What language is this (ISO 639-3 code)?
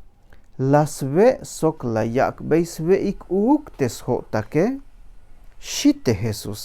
tzh